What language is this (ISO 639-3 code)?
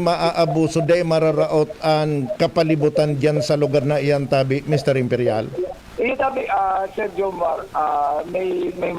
bik